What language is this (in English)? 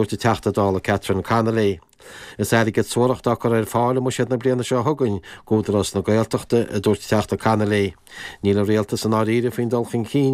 Irish